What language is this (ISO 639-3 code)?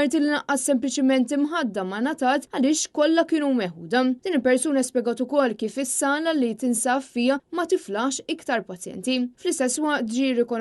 mlt